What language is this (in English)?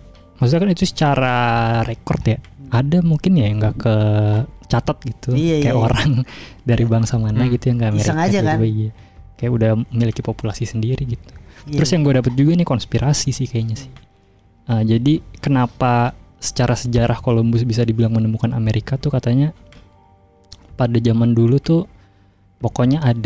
Indonesian